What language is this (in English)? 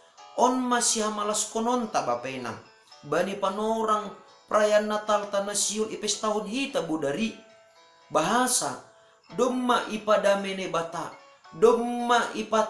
Batak Simalungun